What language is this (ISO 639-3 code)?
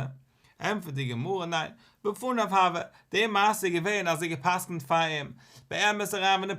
yid